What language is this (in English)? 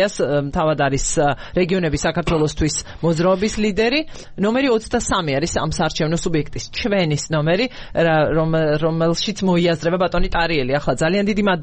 Georgian